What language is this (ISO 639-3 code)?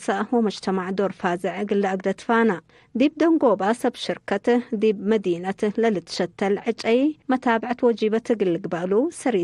tig